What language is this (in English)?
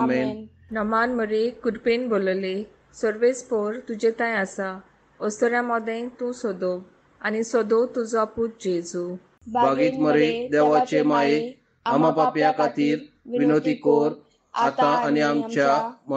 Konkani